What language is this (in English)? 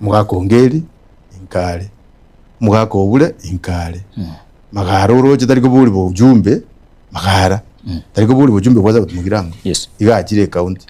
Gusii